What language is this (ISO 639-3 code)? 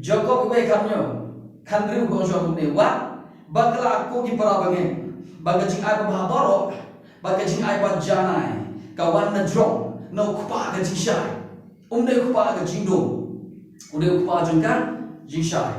kha